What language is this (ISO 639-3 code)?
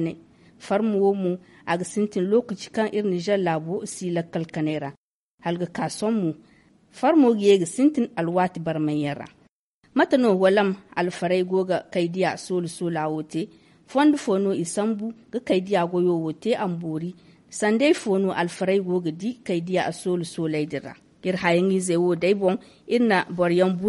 dje